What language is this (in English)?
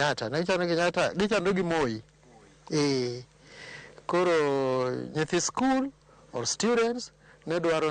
Luo (Kenya and Tanzania)